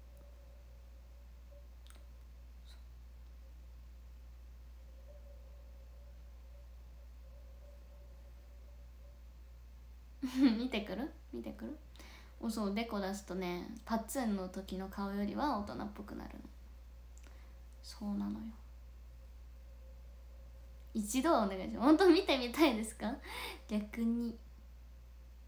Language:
Japanese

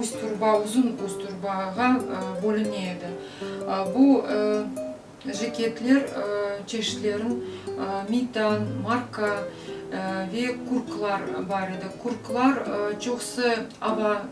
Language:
Crimean Tatar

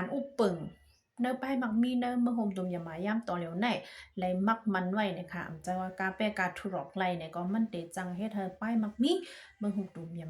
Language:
Shan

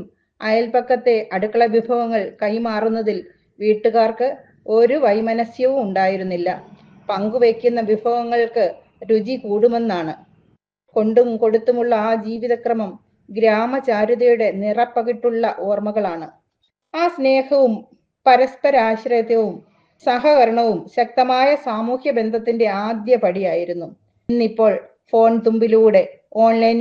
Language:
Malayalam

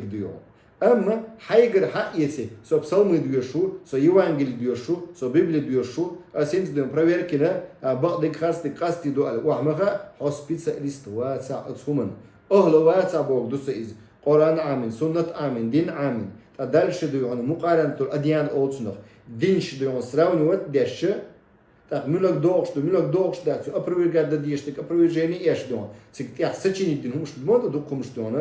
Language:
Chechen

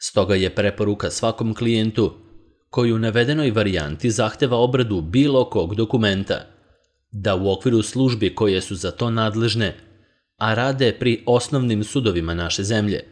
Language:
Serbian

